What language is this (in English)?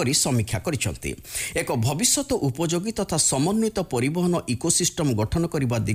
Odia